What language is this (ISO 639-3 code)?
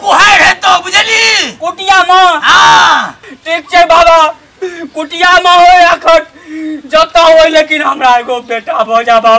mai